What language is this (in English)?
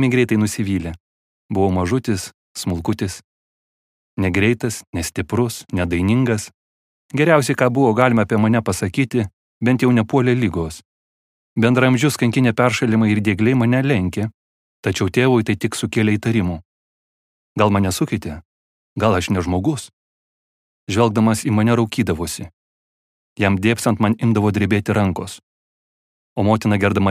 Lithuanian